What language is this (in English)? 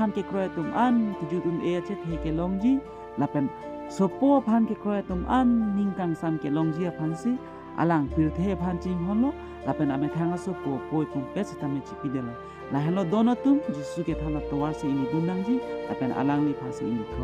Karbi